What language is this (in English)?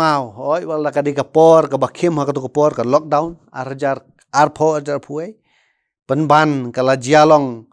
Khasi